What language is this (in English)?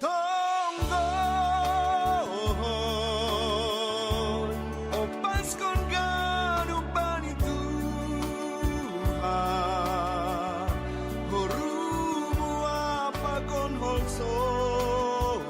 Batak Simalungun